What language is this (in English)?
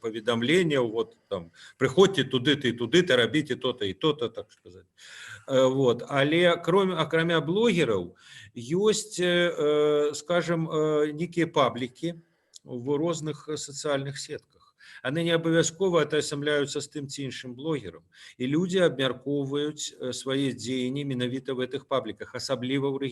Belarusian